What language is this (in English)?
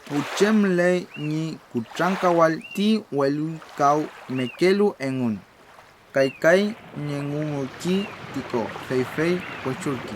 Mapuche